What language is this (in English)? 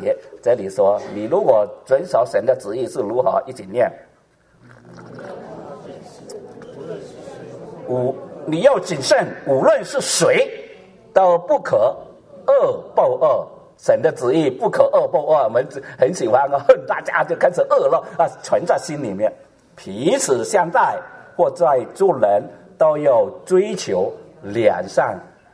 Chinese